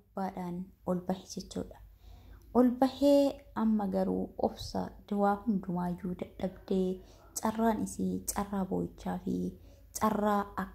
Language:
Oromo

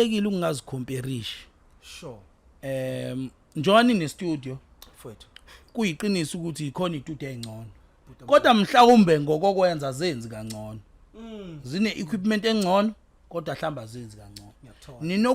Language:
Zulu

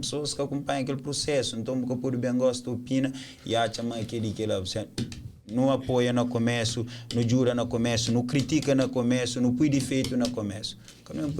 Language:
Kabuverdianu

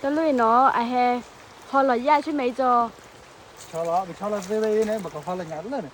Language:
S'gaw Karen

